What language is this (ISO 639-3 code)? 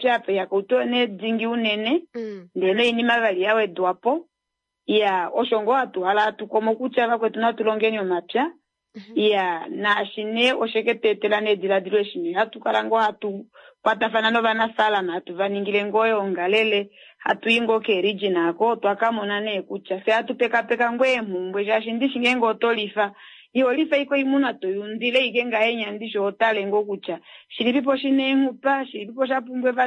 kua